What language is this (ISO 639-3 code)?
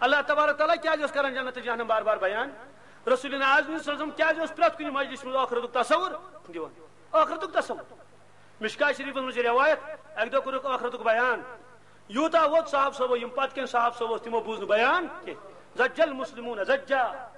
kas